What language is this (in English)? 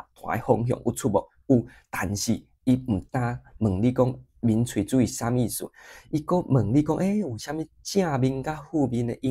Min Nan Chinese